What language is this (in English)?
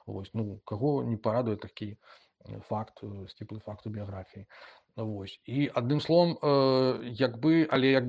Belarusian